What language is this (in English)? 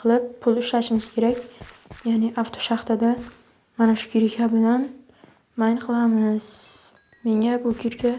Uzbek